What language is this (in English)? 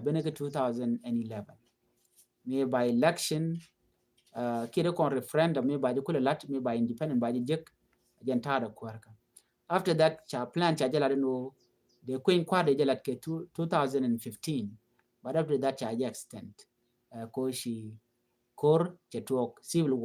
Nuer